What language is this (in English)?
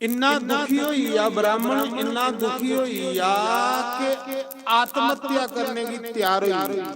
Dogri